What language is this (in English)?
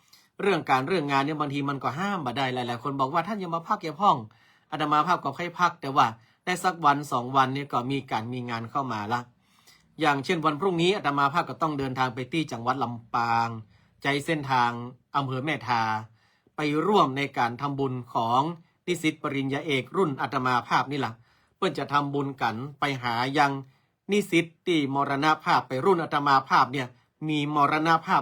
Northern Thai